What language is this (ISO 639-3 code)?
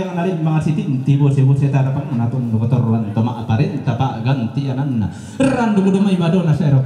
sda